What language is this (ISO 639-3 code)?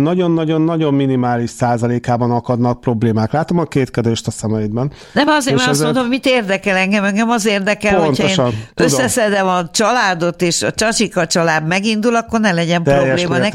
hun